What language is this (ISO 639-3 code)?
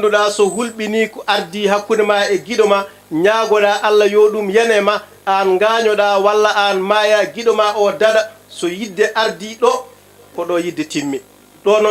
ful